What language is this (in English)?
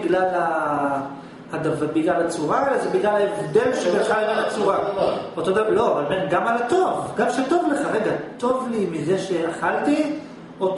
Hebrew